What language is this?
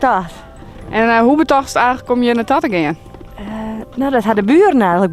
Western Frisian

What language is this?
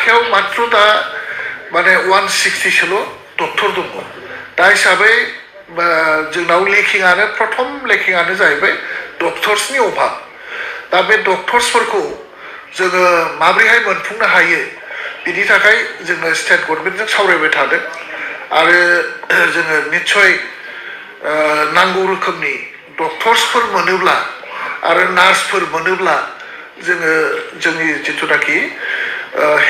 Bodo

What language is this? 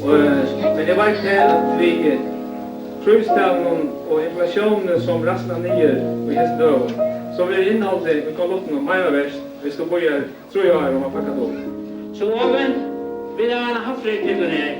Faroese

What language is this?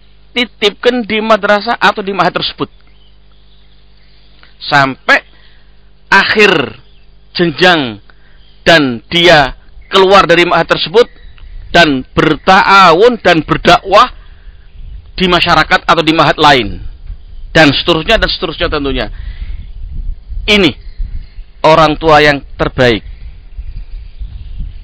Indonesian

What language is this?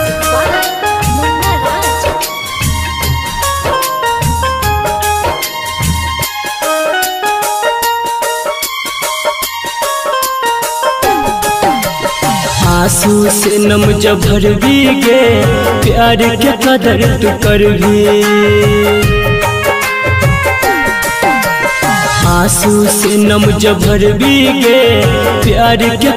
Maithili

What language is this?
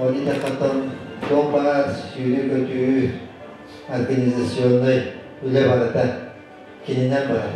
Yakut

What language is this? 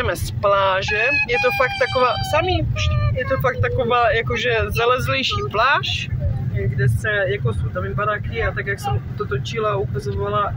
Czech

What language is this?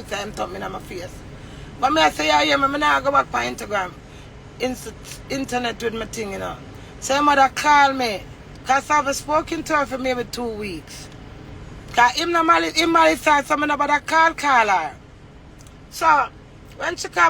Jamaican Creole English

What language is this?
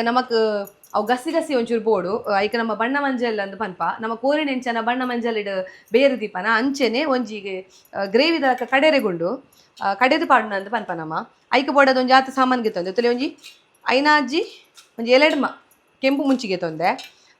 Tulu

